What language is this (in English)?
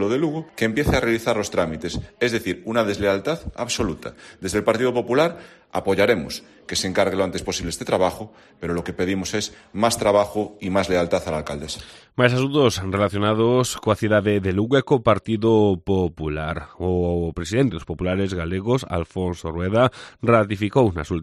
Galician